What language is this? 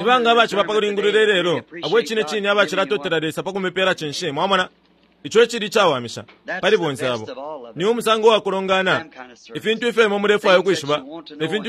Bemba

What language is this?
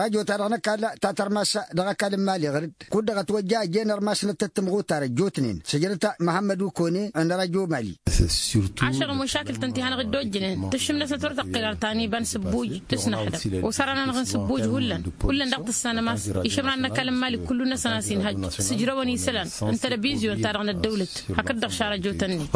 Tamasheq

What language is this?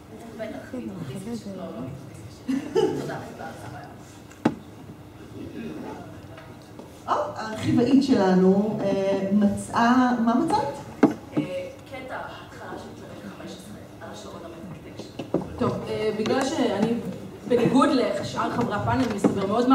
Hebrew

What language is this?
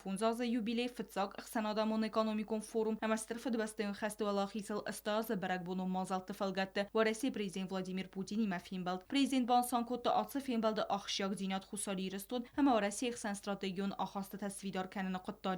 Ossetic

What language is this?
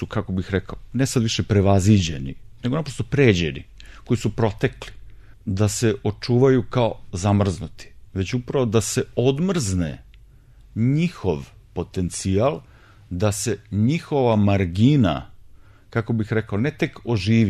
Serbian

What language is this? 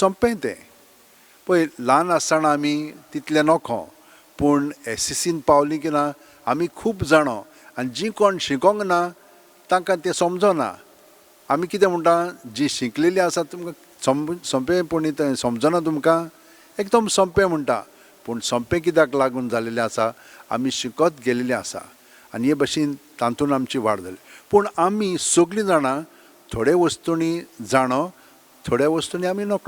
Konkani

